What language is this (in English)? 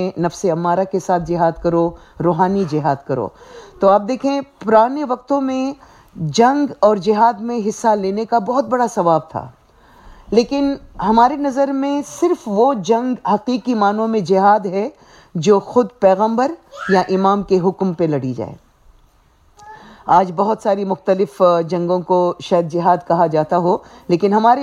Urdu